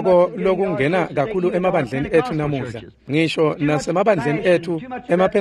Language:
Swati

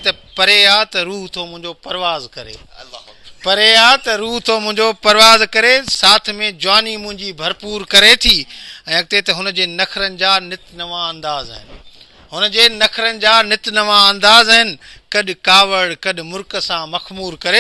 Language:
Sindhi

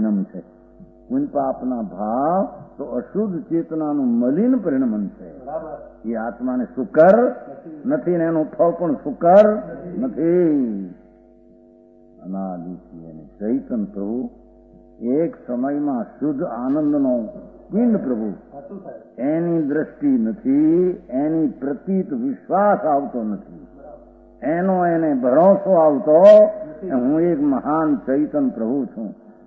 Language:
Gujarati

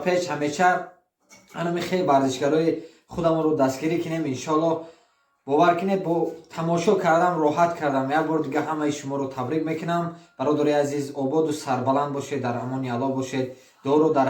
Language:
Tajik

